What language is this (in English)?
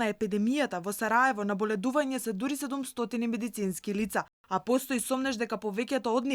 Macedonian